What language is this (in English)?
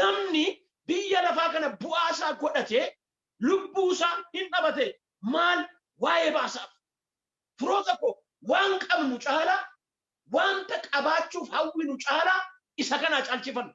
Oromo